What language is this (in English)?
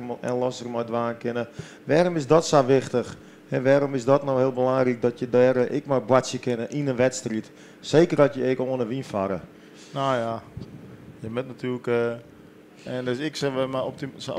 Western Frisian